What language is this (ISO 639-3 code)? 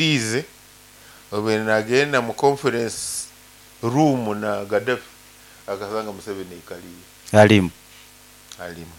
nyo